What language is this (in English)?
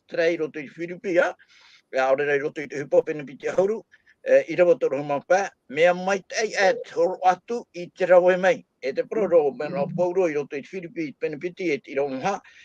Tahitian